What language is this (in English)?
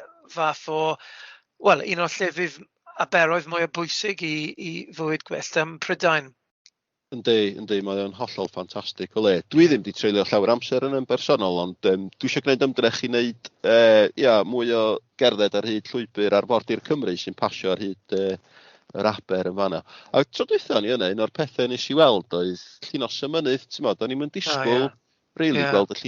Welsh